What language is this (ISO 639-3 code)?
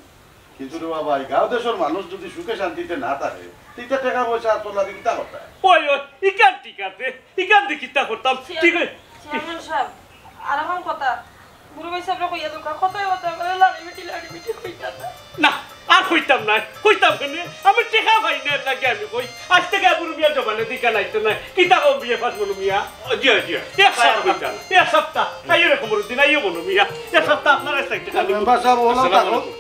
syl